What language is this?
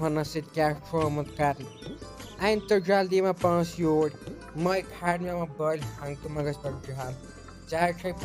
Kashmiri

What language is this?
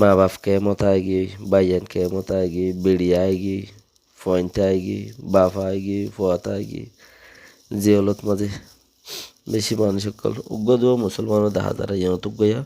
Rohingya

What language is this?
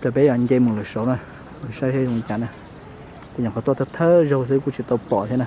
Hmong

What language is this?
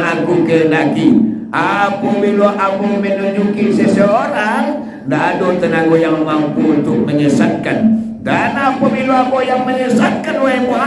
Minangkabau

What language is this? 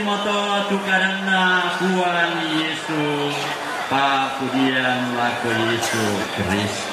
Toraja-Sa'dan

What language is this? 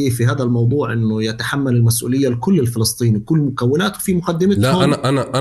North Levantine Arabic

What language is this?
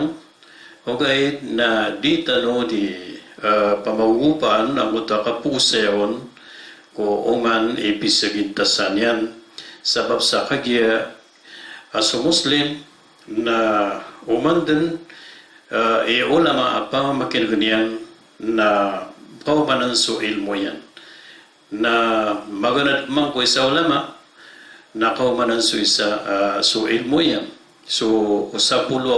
Maranao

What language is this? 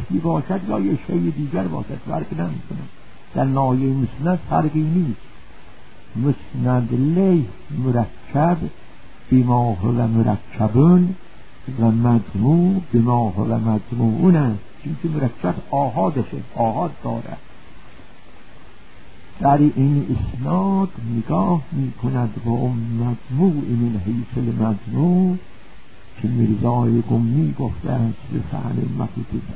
Persian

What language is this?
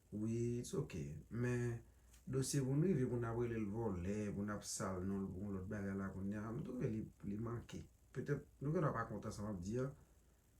Haitian Creole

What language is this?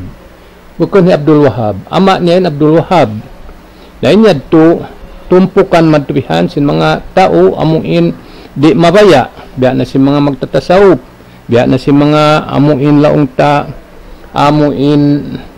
Tausug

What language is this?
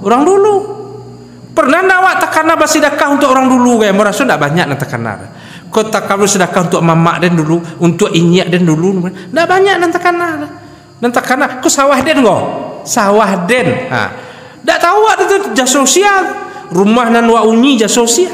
Minangkabau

